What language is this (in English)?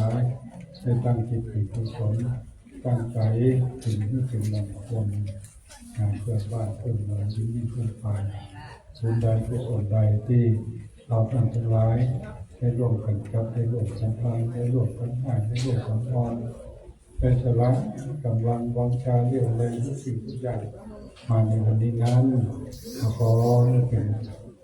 Pali